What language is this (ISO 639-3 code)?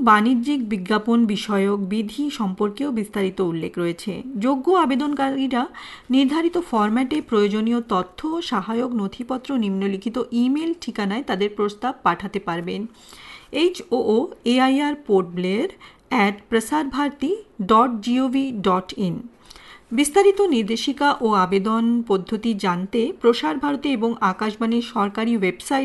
ben